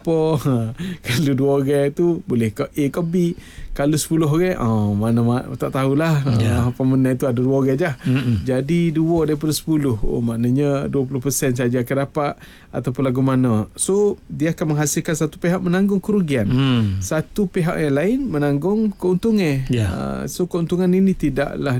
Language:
Malay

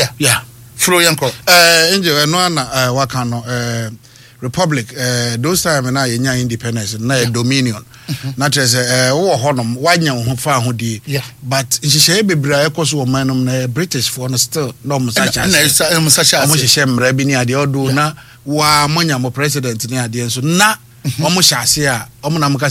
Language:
Akan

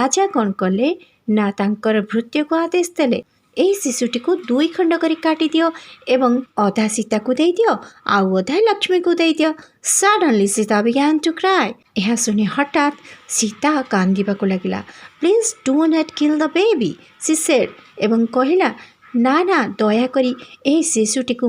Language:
Odia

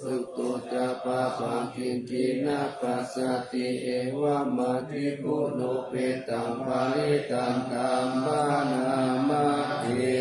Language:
Pali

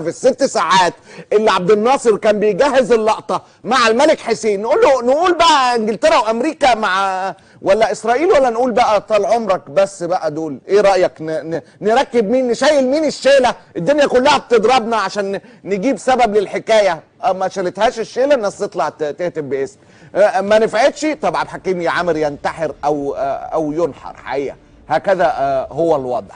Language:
Egyptian Arabic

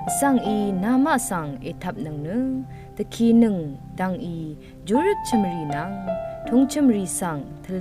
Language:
Rawang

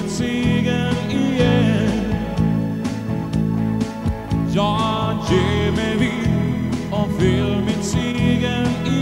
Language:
Swedish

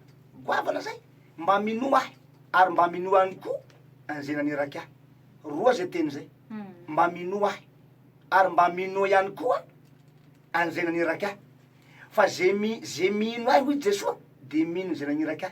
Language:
Malagasy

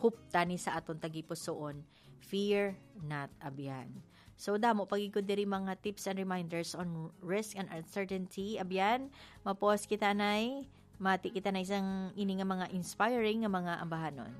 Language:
Hiligaynon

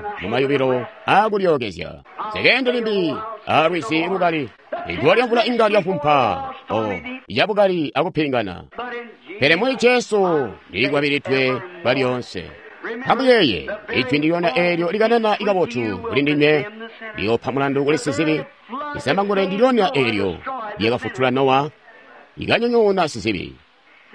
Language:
Tonga (Zambia)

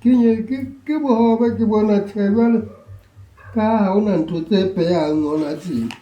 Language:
Southern Sotho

